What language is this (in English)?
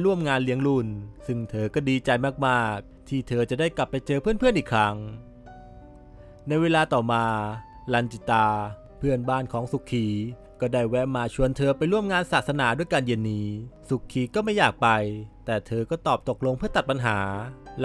Thai